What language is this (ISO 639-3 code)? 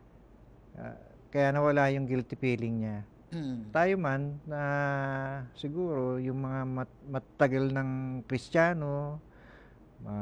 fil